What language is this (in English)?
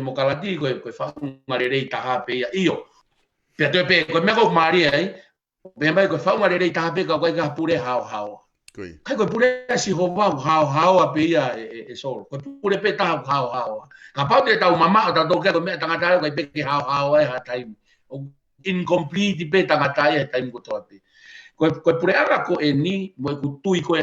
Tongan